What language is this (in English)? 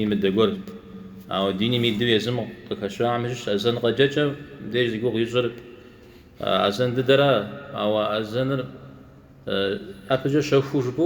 Kabardian